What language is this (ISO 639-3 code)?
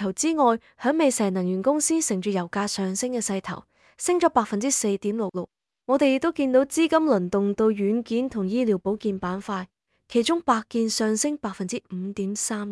yue